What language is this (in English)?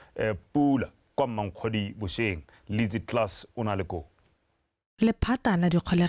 Tswana